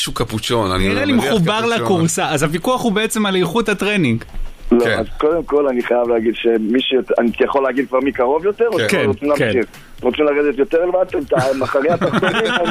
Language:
Hebrew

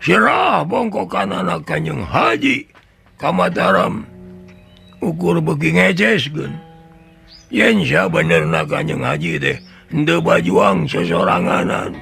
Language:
Sundanese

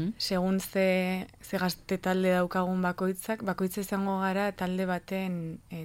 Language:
Basque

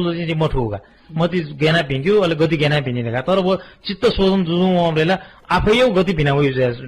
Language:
Newari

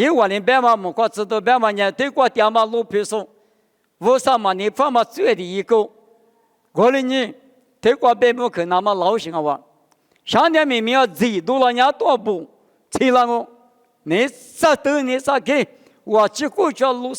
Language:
Lisu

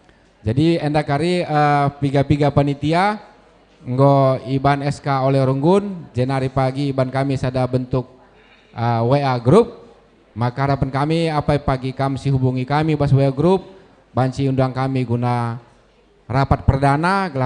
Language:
Batak Karo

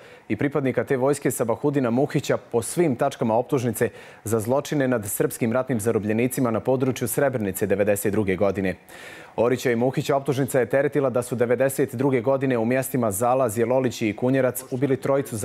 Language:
Bosnian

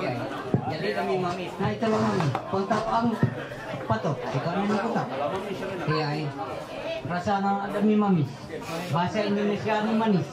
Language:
Ma'anyan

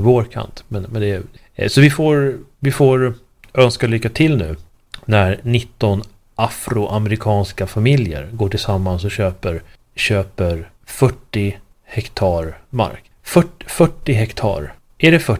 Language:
Swedish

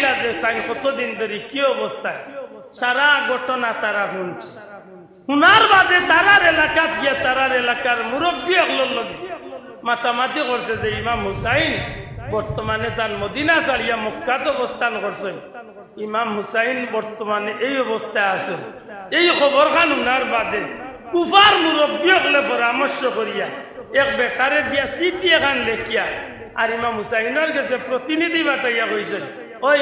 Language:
Sylheti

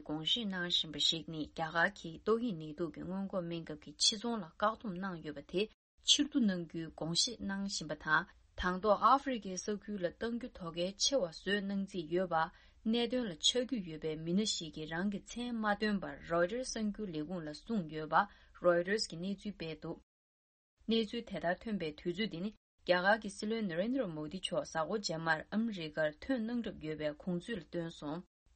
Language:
Tibetan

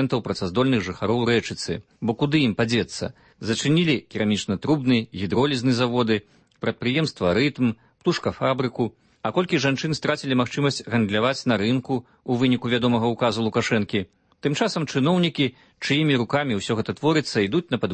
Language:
Belarusian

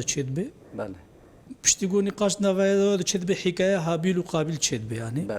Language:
Kurdish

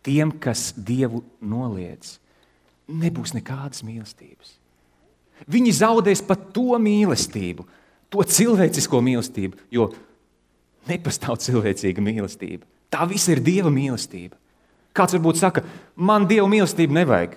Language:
Latvian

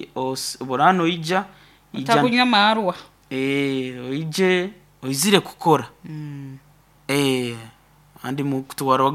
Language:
Nyoro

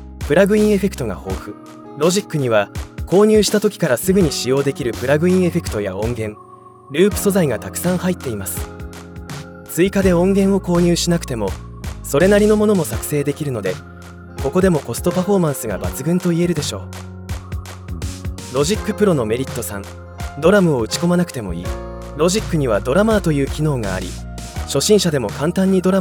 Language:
Japanese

